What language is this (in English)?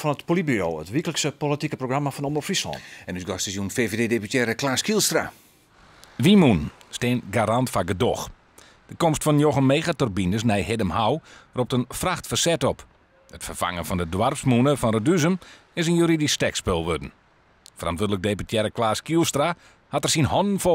Western Frisian